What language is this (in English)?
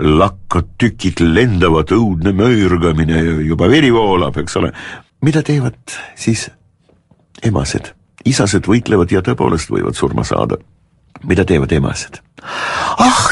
Estonian